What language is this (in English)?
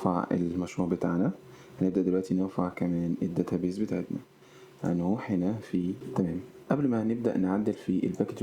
Egyptian Arabic